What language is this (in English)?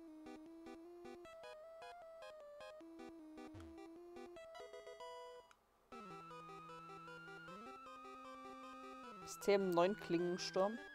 German